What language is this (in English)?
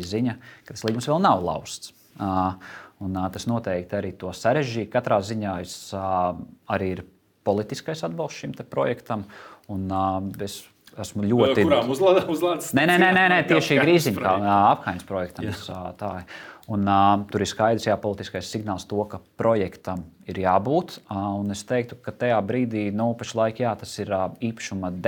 Latvian